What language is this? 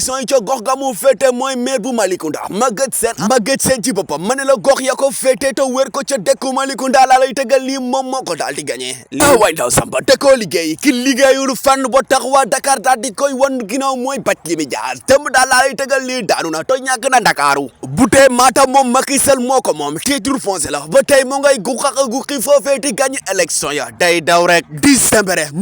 Wolof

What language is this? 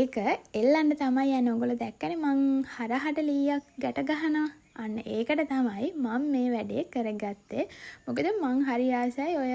Sinhala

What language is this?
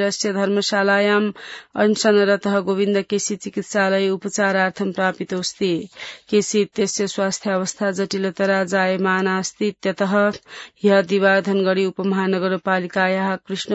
Sanskrit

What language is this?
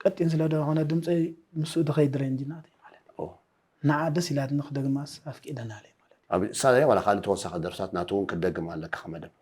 Tigrinya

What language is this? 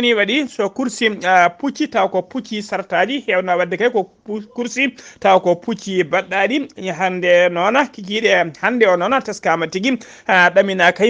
Fula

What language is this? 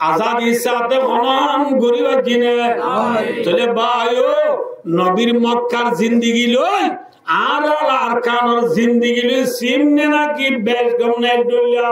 Rohingya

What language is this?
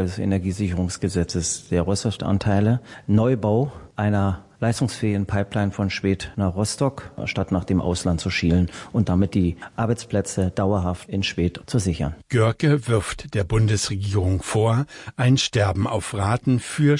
German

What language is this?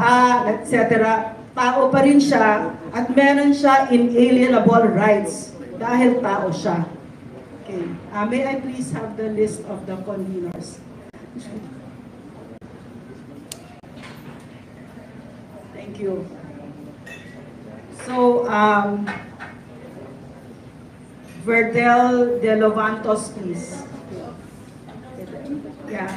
Filipino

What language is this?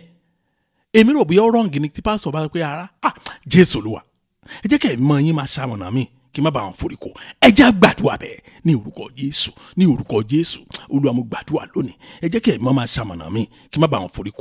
Yoruba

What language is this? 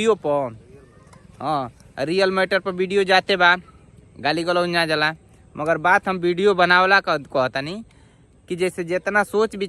Bhojpuri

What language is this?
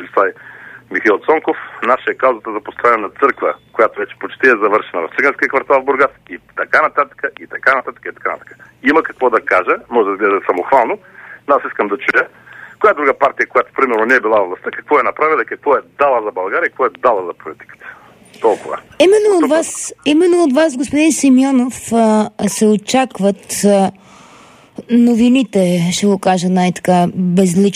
Bulgarian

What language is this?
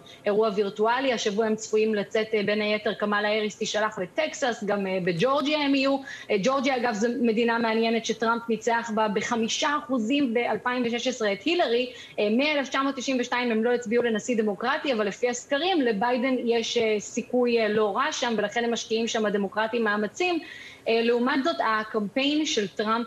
Hebrew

